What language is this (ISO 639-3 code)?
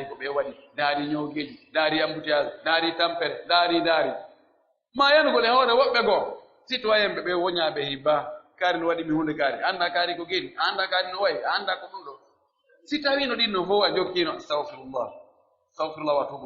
fuf